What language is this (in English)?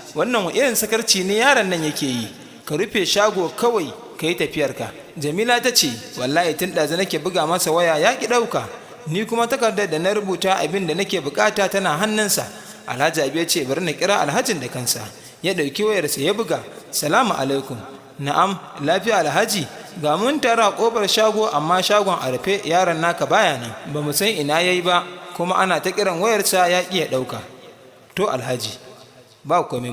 Hausa